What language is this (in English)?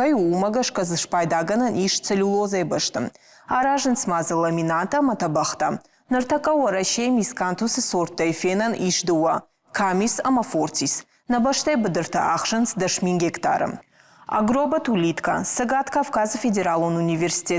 Ossetic